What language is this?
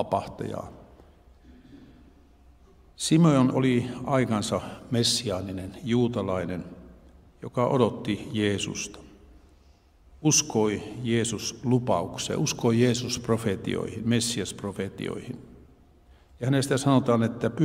Finnish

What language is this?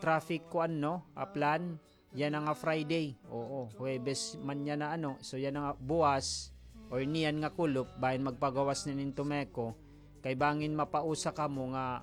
Waray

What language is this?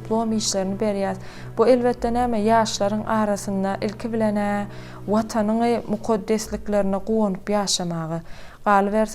Turkmen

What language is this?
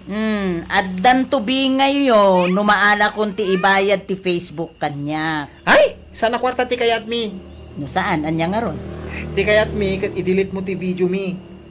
Iloko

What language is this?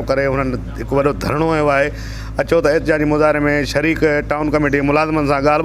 Sindhi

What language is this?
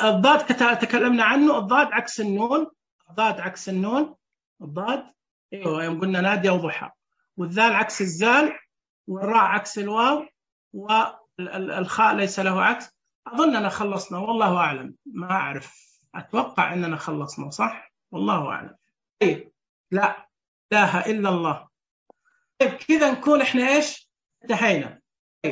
Najdi Arabic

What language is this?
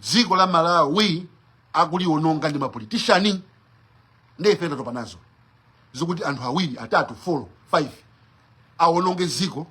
Nyanja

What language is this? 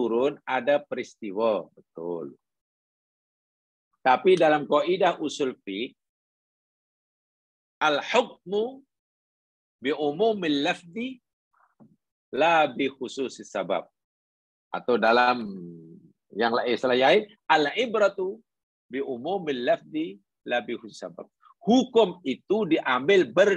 Malay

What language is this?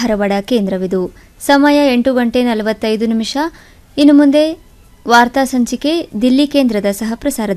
Kannada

